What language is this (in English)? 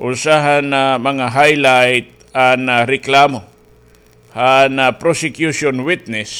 Waray